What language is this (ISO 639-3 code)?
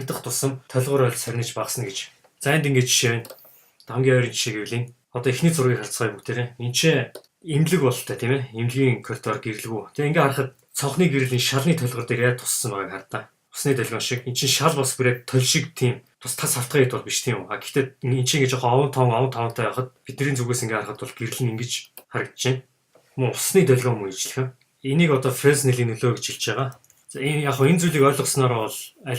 mon